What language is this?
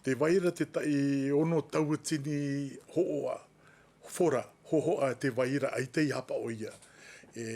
Tahitian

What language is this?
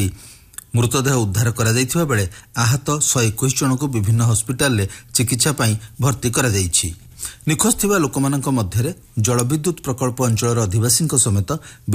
Odia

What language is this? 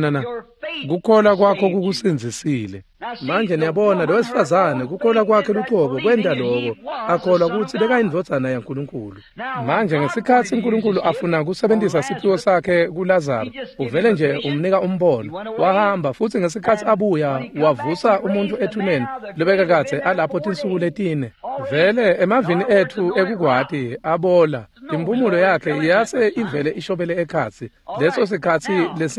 Swati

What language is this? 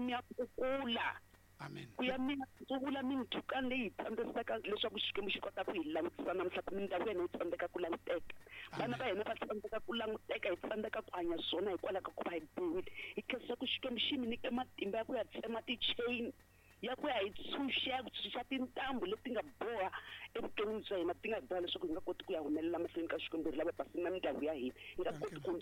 Tsonga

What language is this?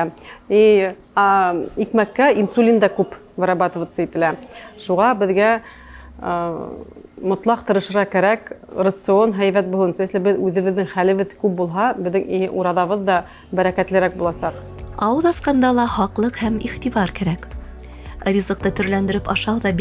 Bashkir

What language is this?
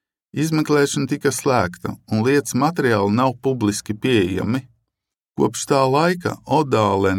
Latvian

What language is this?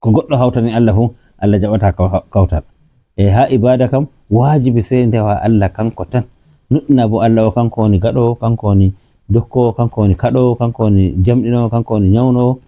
Fula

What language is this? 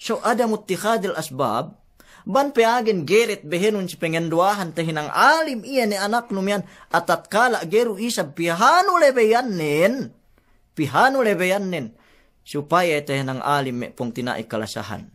Yakan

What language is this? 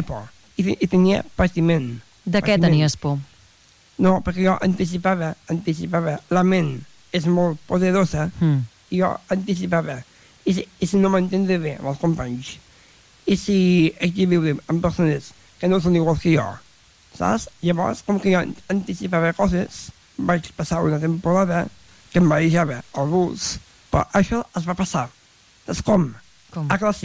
Catalan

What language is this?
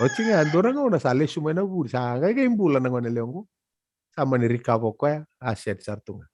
Fijian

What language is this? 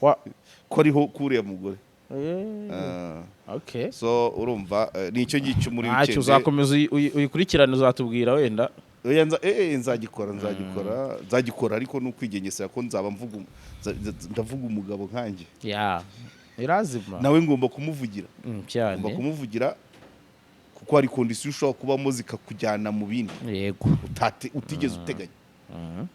Kinyarwanda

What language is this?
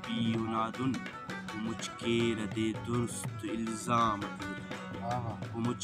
Brahui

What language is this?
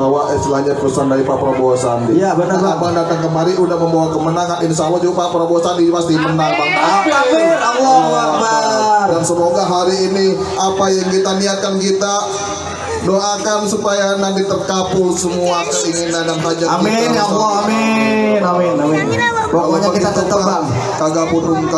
Betawi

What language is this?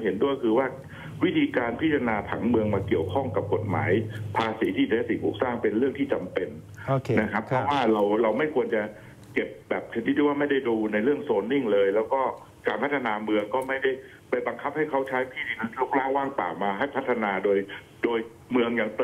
Thai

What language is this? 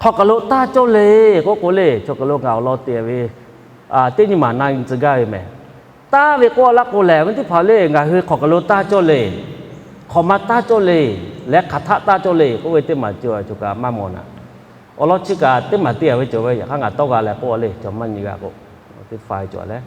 Lahu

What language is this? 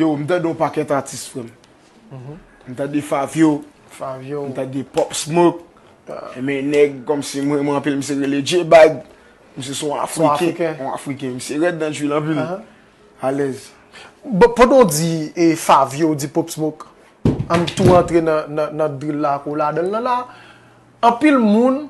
Haitian Creole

